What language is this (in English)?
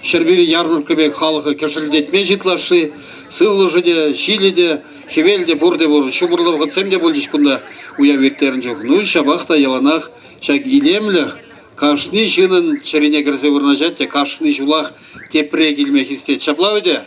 Chuvash